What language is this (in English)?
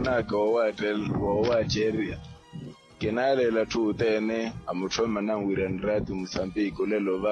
Makhuwa